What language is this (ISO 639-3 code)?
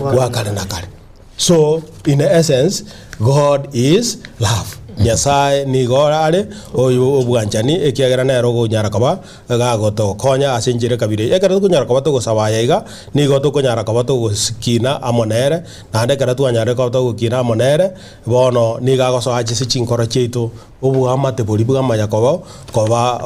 guz